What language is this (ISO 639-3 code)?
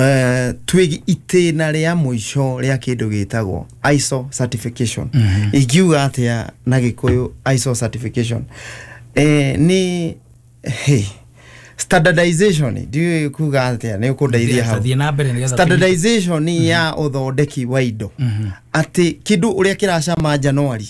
kik